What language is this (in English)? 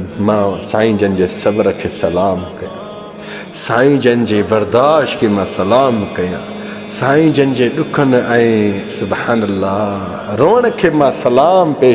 Sindhi